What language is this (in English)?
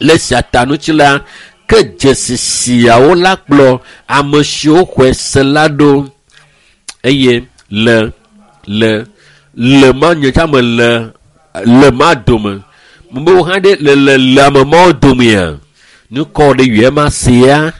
Ewe